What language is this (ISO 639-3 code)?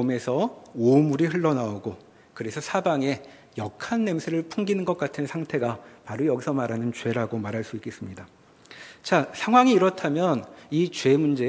kor